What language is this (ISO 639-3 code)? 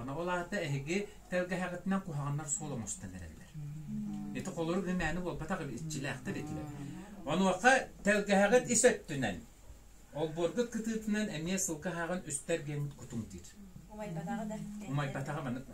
sah